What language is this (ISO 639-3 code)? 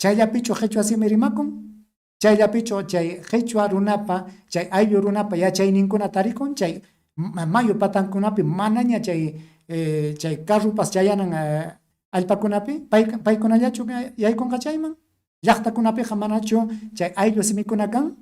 quy